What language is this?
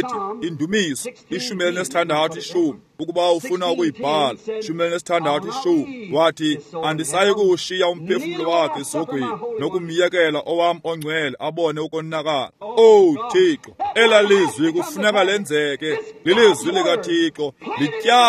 Xhosa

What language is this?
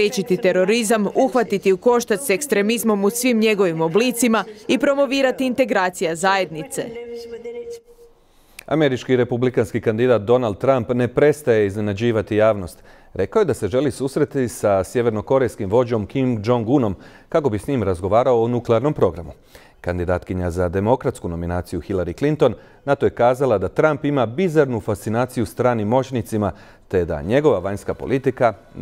Croatian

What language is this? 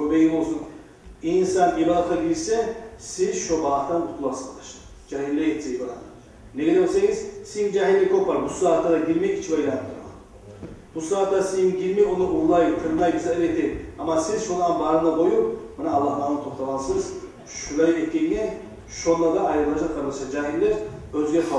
Kumyk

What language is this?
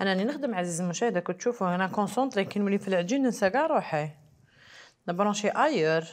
Algerian Arabic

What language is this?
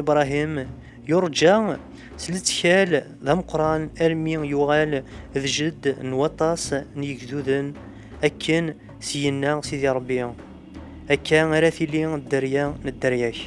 Kabyle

